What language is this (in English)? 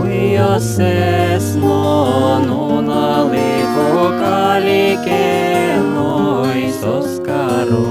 Udmurt